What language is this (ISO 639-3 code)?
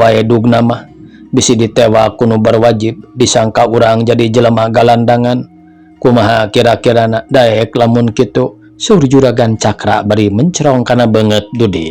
sun